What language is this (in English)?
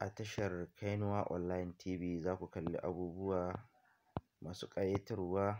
Hausa